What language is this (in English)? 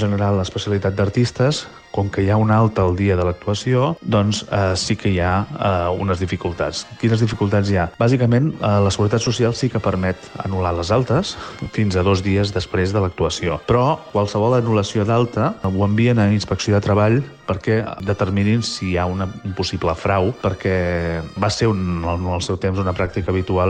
Catalan